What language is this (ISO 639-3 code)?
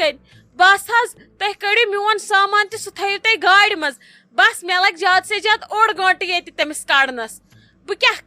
kas